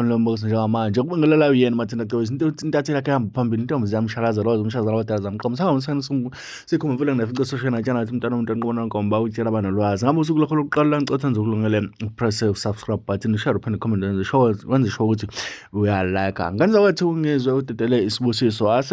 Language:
Zulu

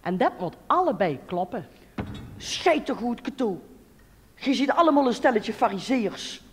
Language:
Limburgish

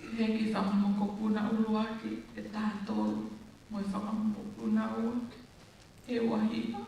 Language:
Tongan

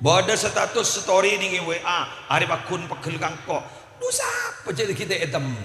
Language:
Madurese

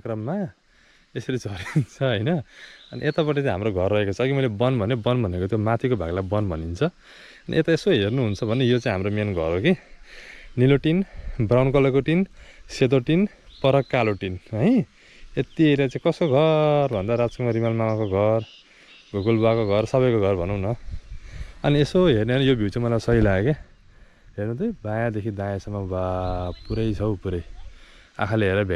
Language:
Nepali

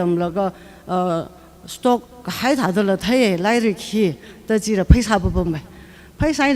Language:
Tangkhul Naga (India)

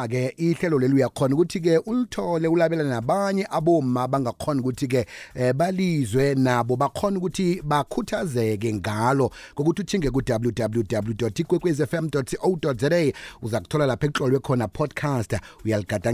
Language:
South Ndebele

